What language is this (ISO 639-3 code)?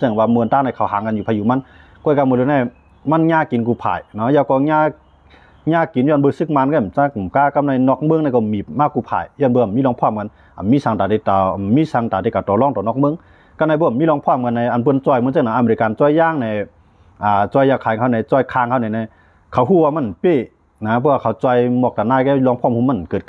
shn